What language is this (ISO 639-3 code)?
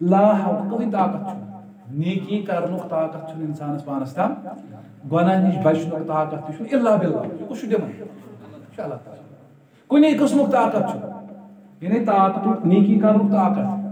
kas